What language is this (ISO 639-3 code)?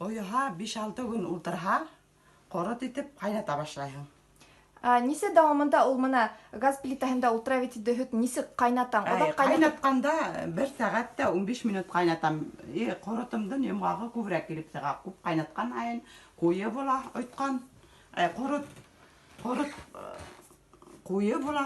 bak